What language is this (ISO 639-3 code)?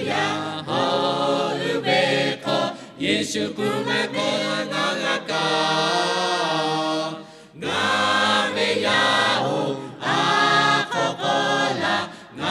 lhu